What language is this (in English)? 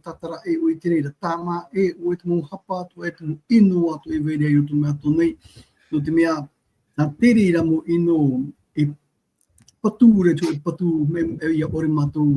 Tahitian